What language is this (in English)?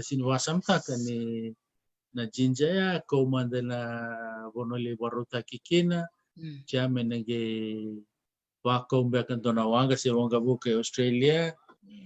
Fijian